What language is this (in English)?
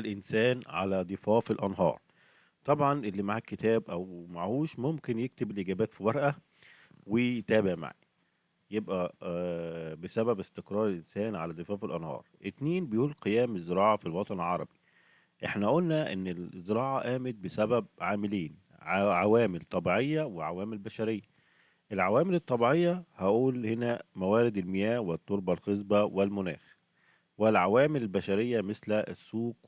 Egyptian Arabic